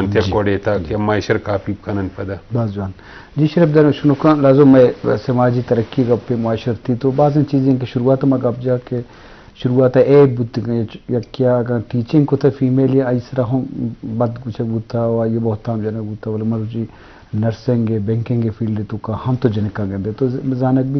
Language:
Eastern Balochi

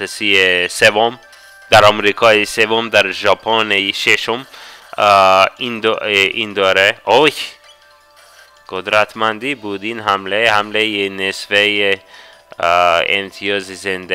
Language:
Persian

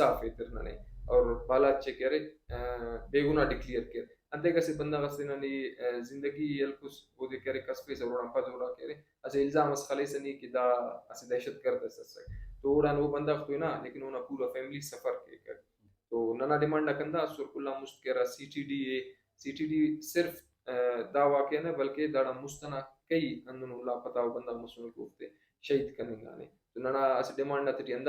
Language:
Brahui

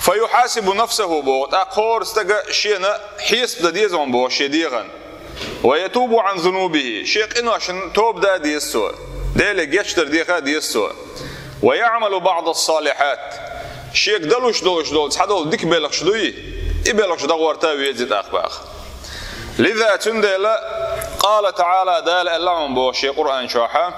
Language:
Chechen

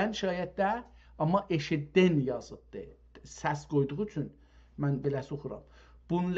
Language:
South Azerbaijani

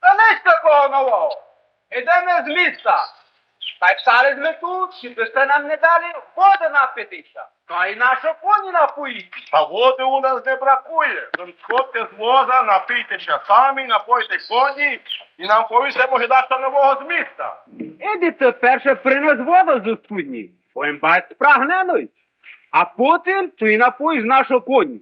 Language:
Rusyn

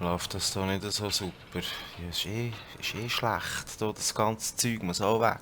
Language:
Swiss German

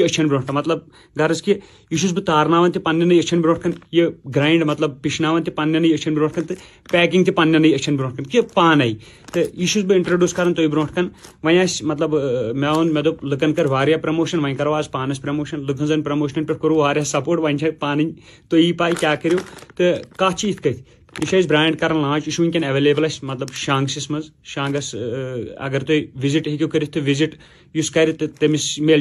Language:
Kashmiri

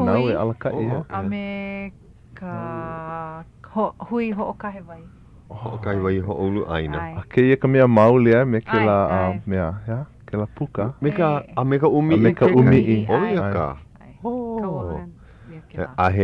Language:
Hawaiian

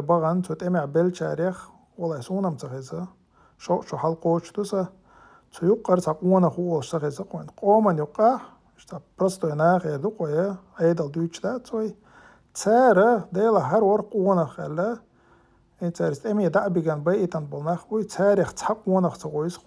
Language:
Chechen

